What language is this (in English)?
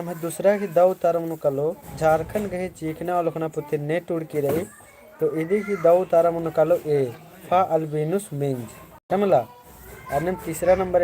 Kurukh